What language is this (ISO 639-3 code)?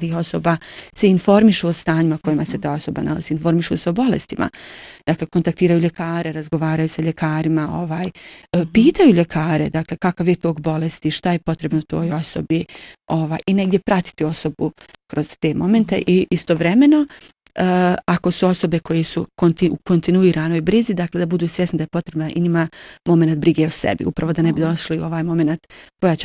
bos